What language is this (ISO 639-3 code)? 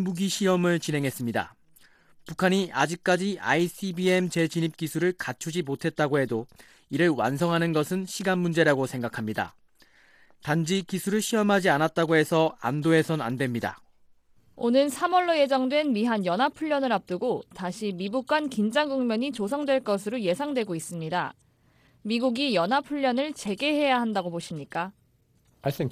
kor